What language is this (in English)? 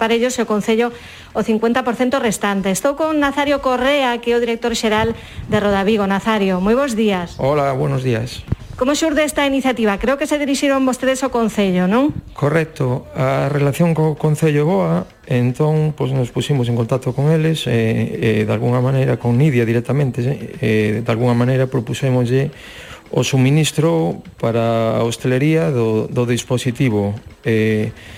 Galician